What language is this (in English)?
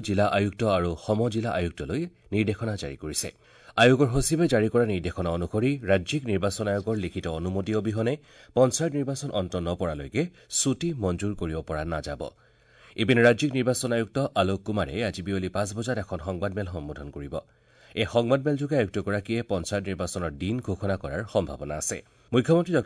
Assamese